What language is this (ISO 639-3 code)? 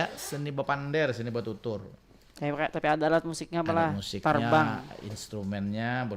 bjn